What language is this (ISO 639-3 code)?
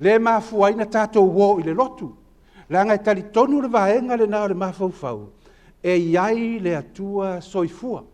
smo